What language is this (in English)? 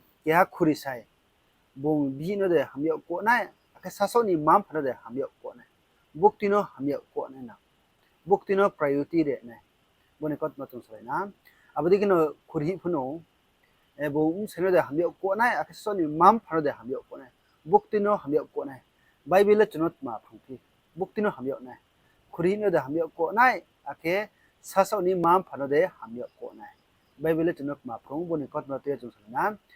Riang (India)